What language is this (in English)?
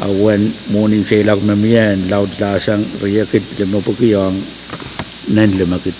Pohnpeian